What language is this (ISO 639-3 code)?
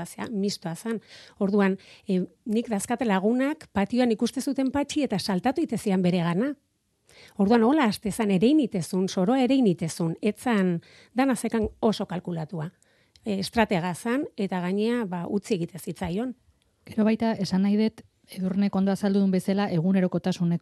eus